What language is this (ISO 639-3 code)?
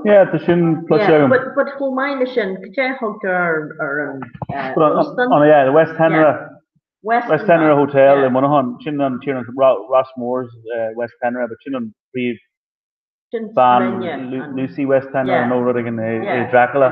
gle